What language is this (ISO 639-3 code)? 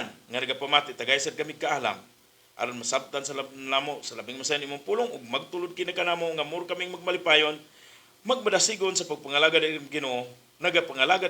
ceb